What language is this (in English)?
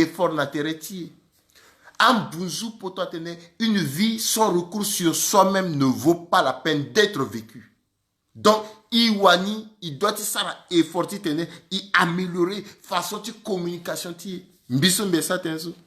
Sango